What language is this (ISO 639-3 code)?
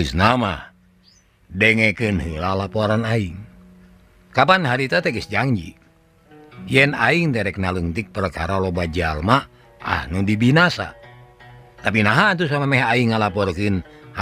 sun